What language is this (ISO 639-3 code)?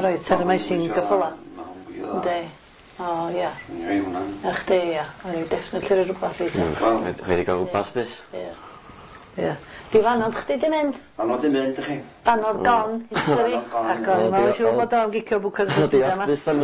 cym